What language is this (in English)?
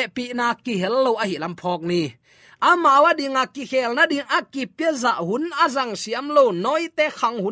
Tedim Chin